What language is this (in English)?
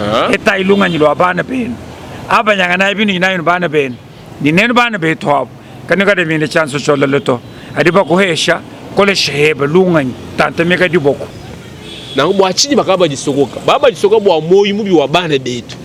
Luba-Lulua